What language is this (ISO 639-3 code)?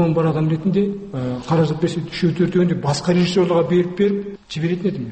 kaz